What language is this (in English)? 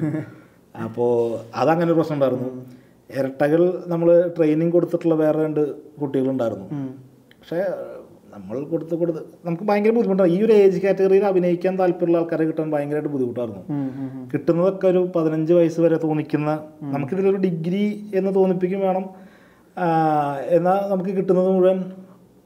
Malayalam